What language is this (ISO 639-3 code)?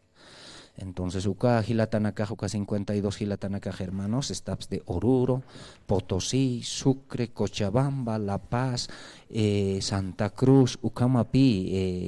aym